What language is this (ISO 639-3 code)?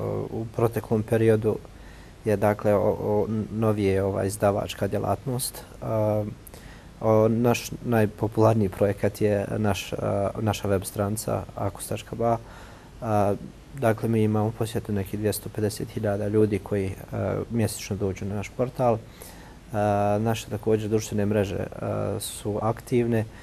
bos